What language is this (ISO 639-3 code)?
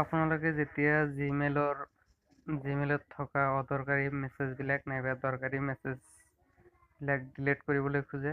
asm